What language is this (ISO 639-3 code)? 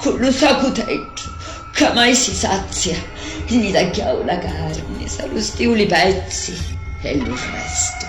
scn